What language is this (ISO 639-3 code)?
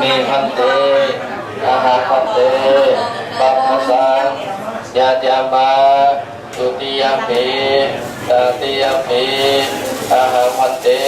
pli